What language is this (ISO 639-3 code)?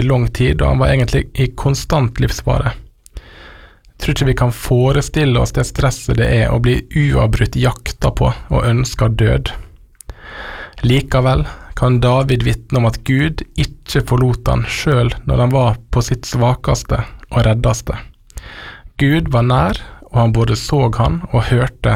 nor